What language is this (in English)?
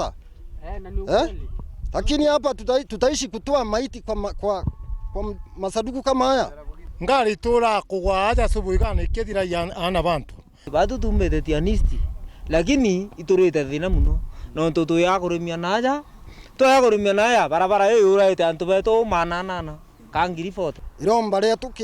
Meru